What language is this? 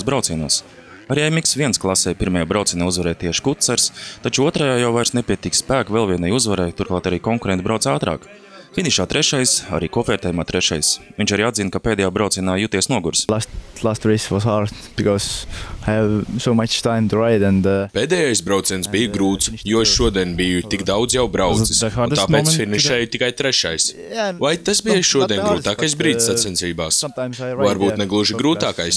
Latvian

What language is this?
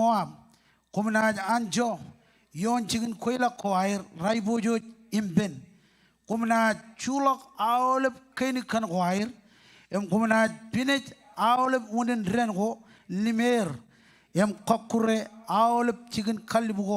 Marshallese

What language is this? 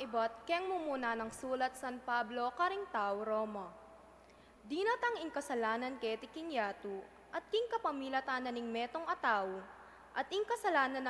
Pampanga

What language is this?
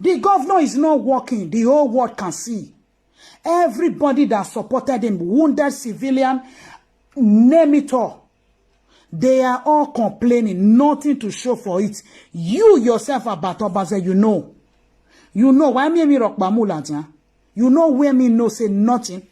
Nigerian Pidgin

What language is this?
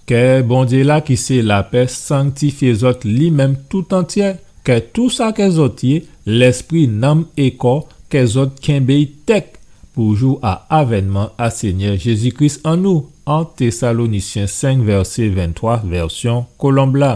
Guadeloupean Creole French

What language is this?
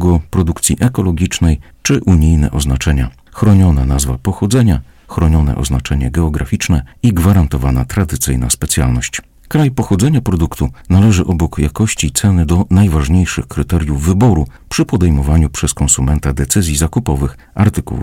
Polish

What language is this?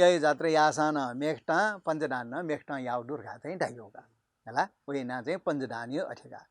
Newari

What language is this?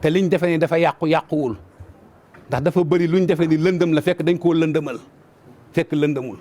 Wolof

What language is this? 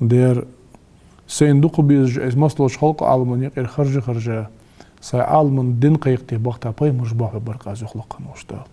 Ingush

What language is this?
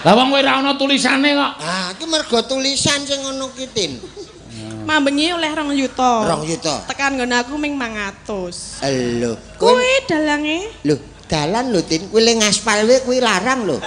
Javanese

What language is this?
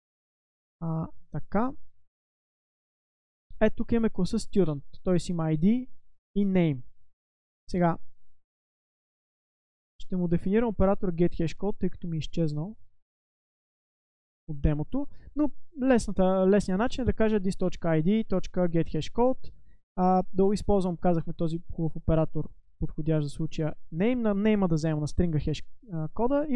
Bulgarian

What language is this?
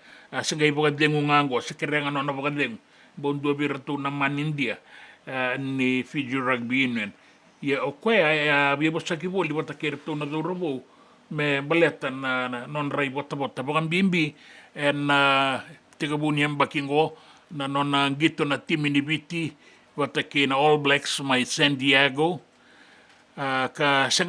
Fijian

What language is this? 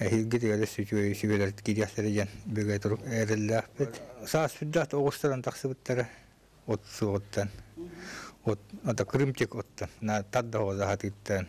Yakut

